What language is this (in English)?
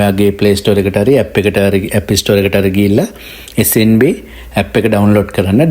Sinhala